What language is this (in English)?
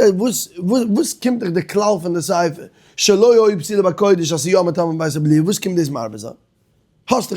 Yiddish